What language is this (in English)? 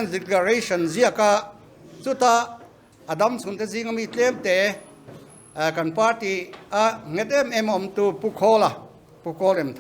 Mizo